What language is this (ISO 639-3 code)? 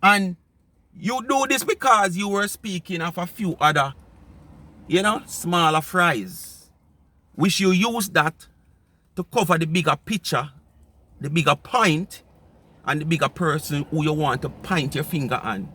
jam